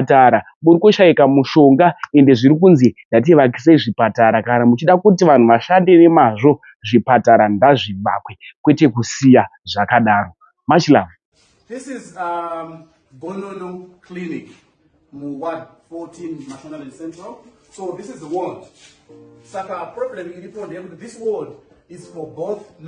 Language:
Shona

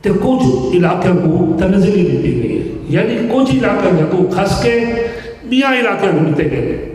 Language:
Saraiki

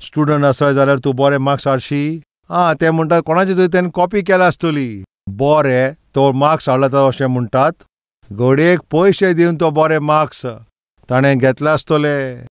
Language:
Konkani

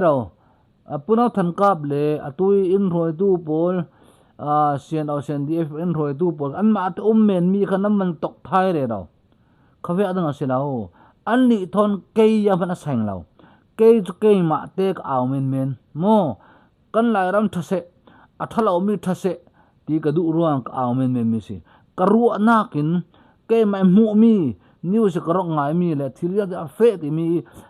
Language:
Falam Chin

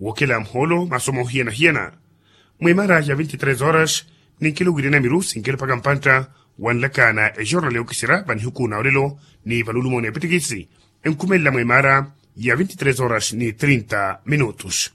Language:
Makhuwa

